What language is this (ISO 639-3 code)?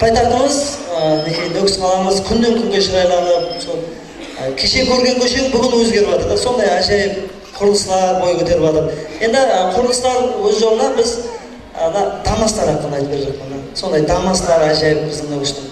kaa